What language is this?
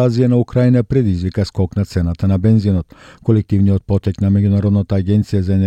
Macedonian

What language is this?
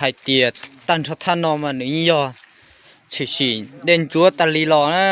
Hmong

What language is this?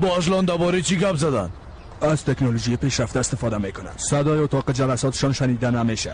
Persian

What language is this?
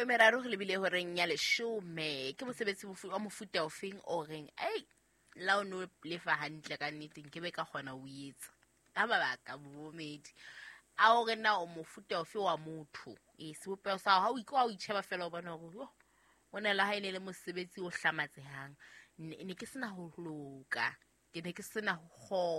Southern Sotho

